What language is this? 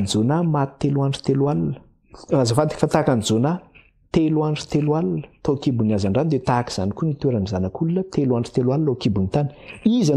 Malagasy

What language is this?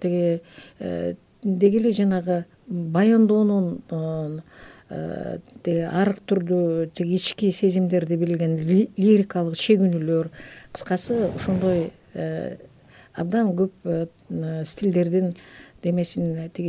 Kyrgyz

